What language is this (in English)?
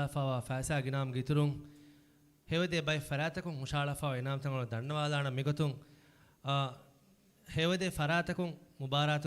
Divehi